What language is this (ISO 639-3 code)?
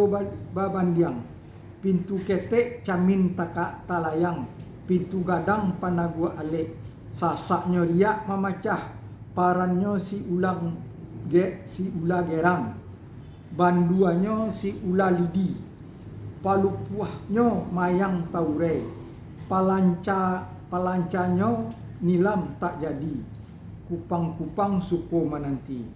min